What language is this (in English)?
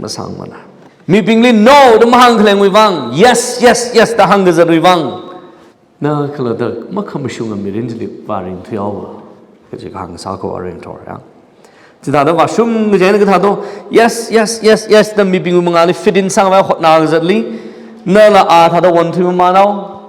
Tangkhul Naga (India)